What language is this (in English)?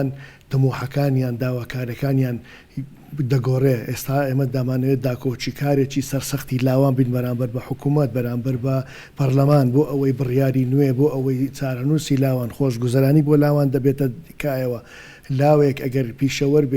Central Kurdish